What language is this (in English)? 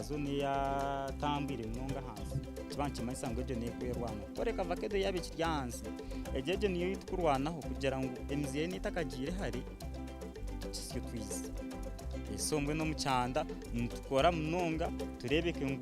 Nyankole